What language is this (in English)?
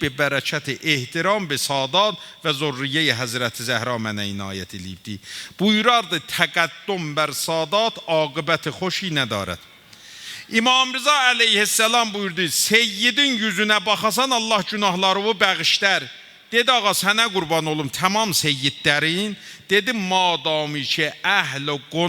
South Azerbaijani